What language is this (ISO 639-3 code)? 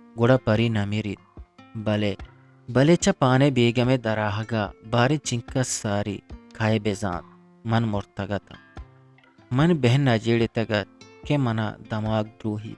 bgp